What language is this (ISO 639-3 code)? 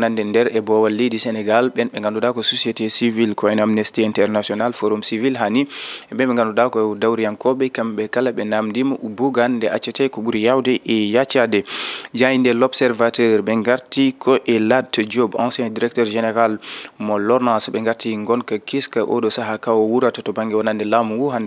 ful